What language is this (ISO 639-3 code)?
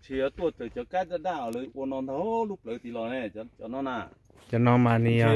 hmn